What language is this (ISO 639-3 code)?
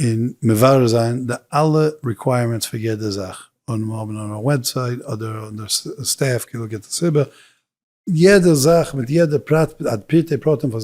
yid